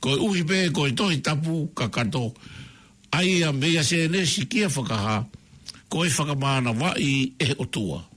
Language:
Tongan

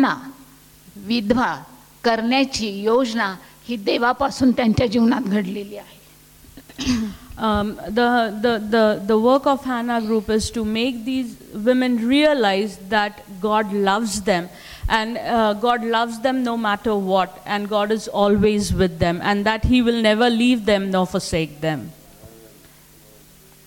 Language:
Marathi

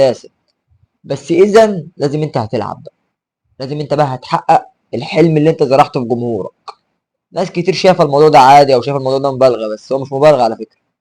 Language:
Egyptian Arabic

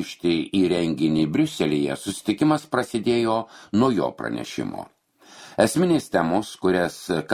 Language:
Lithuanian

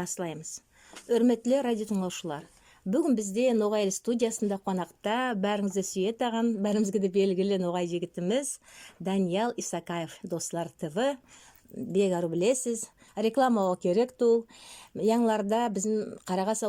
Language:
Nogai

